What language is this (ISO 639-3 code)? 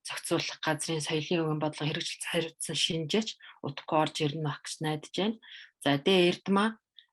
mon